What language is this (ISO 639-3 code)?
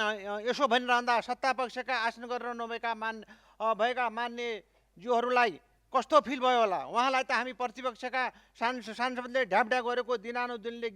nep